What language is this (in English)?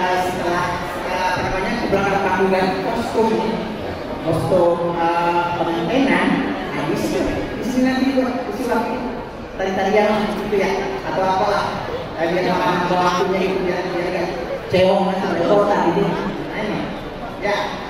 Betawi